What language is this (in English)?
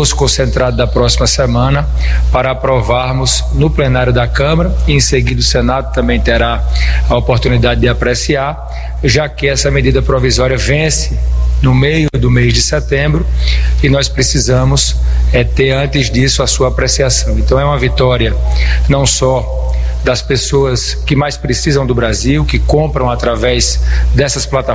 Portuguese